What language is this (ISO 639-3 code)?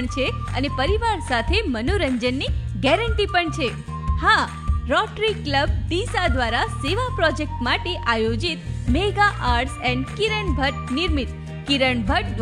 guj